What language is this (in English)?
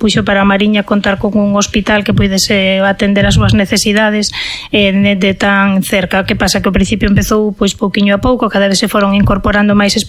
Galician